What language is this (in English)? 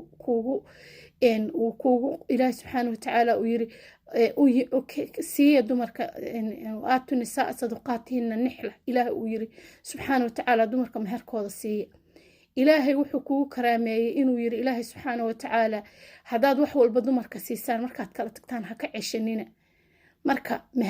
Somali